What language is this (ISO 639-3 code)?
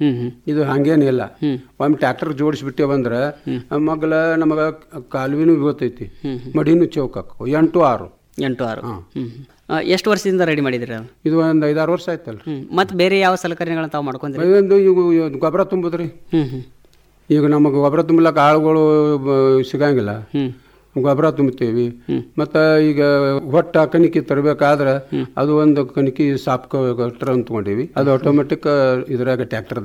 kan